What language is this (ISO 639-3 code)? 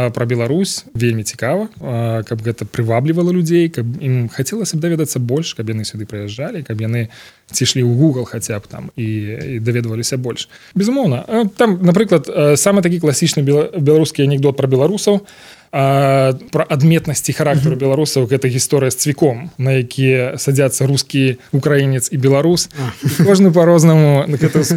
bel